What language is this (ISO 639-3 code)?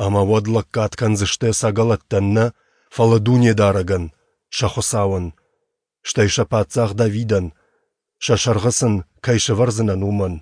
oss